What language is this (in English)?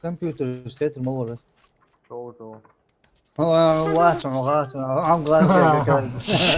Ingush